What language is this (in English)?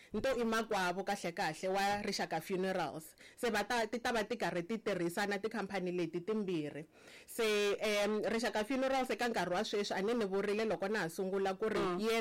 Tsonga